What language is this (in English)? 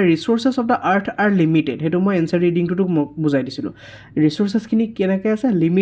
Assamese